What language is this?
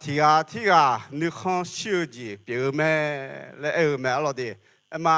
Akha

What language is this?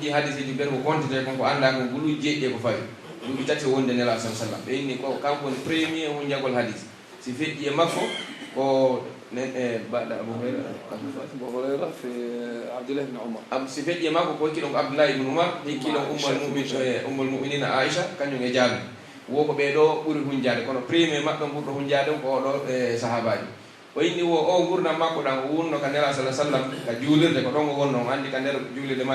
Pular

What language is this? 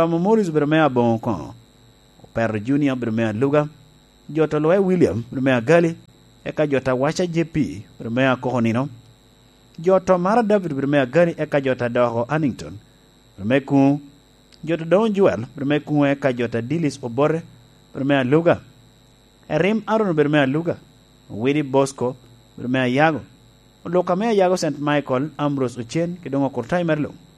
Lango (Uganda)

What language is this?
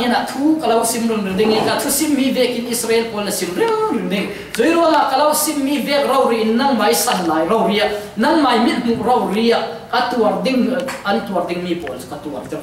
Falam Chin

